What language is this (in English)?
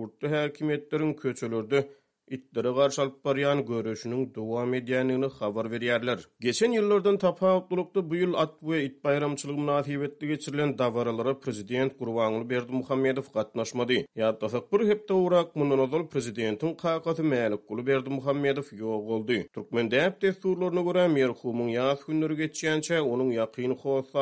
Turkmen